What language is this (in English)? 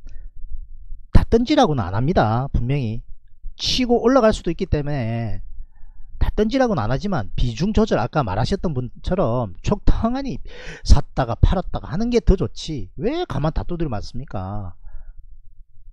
Korean